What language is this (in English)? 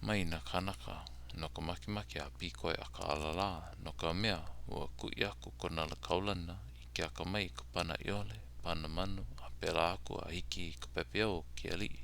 Hawaiian